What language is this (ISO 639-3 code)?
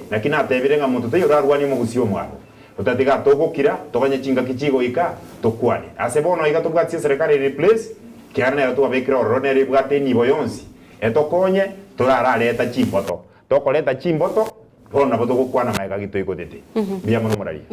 guz